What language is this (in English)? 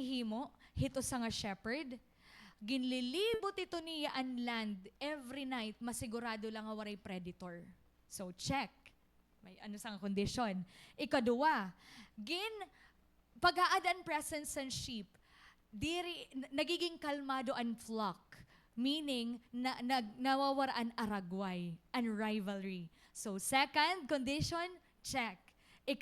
Waray